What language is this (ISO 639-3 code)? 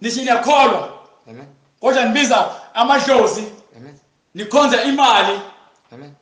zul